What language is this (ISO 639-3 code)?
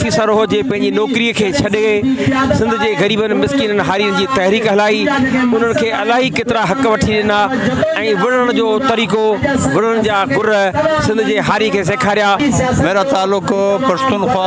snd